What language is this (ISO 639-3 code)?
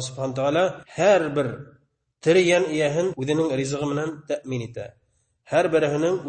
bak